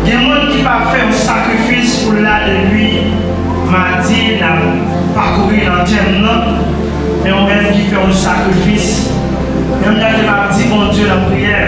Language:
Haitian Creole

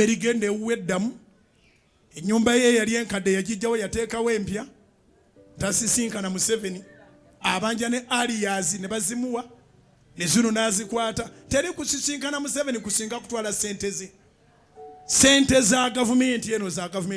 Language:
Ganda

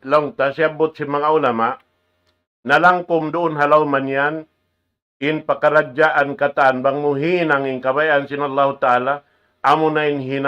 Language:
Tausug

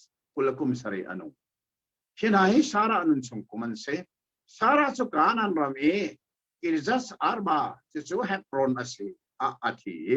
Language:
Hakha Chin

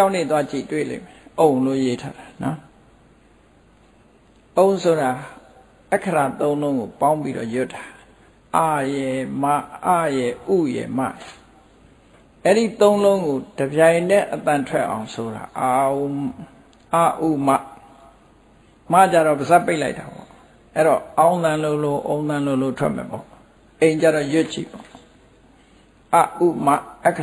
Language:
Burmese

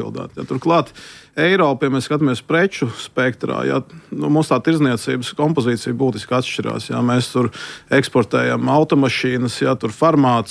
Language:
Latvian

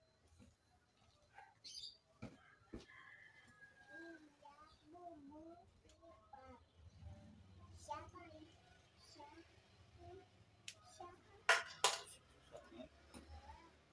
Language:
Indonesian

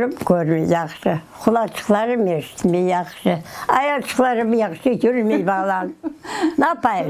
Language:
Crimean Tatar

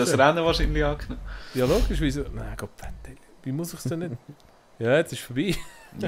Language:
Swiss German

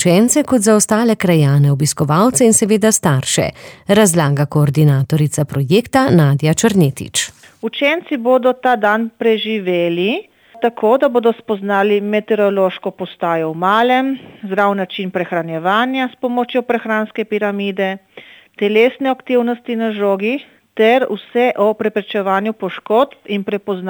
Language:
Slovenian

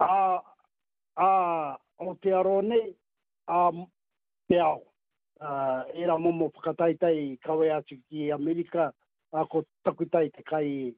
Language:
Māori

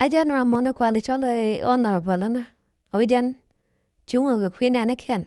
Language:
Nuer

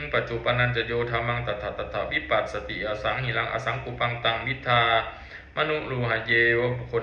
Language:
Pali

